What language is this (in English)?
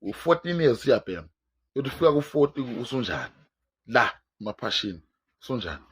Zulu